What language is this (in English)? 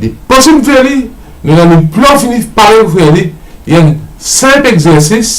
Morisyen